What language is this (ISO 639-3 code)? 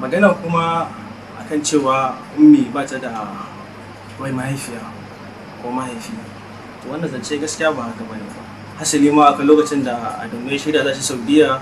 hau